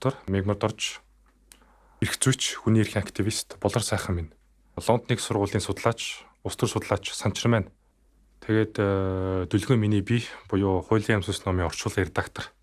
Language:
Mongolian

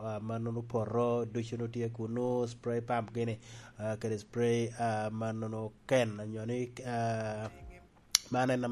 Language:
Lango (Uganda)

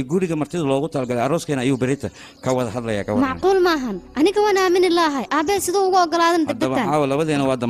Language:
Somali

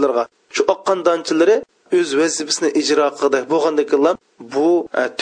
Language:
Uyghur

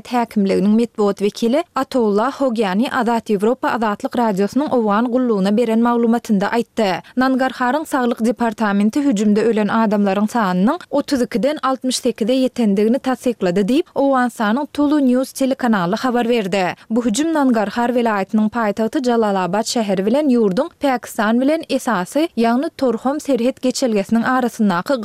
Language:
Turkmen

